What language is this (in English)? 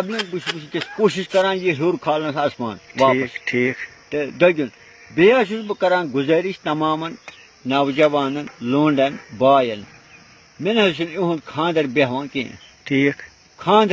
Kashmiri